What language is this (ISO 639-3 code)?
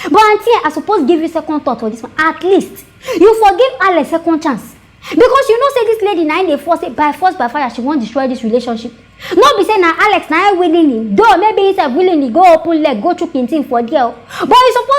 pcm